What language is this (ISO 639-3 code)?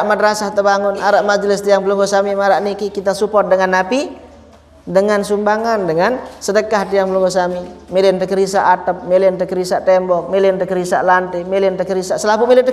sas